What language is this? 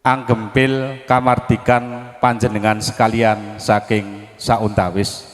Javanese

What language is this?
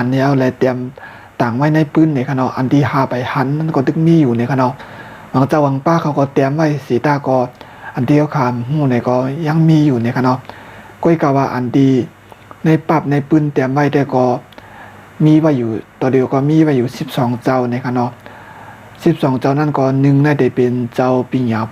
Shan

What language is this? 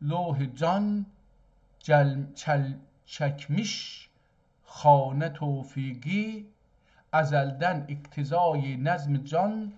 South Azerbaijani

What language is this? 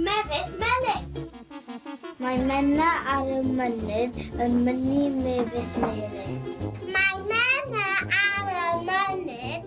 Welsh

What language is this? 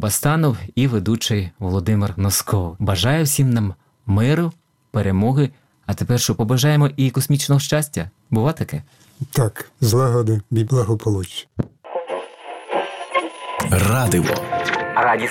Ukrainian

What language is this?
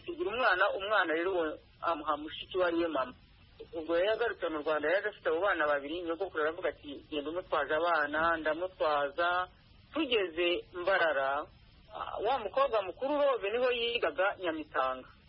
Kinyarwanda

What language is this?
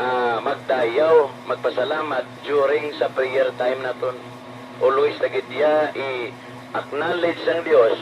Hiligaynon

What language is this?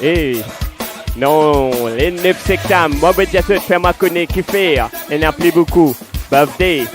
Morisyen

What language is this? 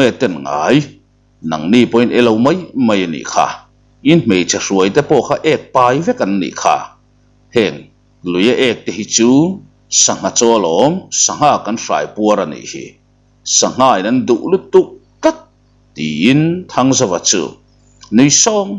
Mizo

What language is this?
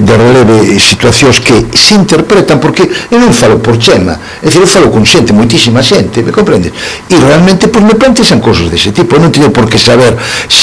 Galician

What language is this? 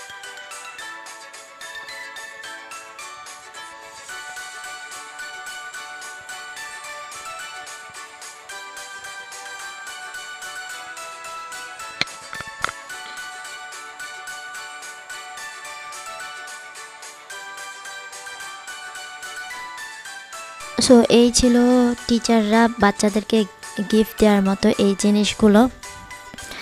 Bangla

